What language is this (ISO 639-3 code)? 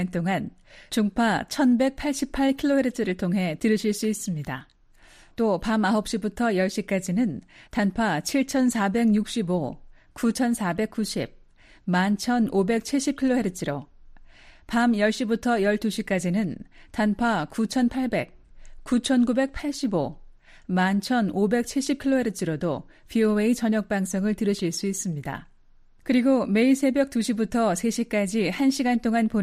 kor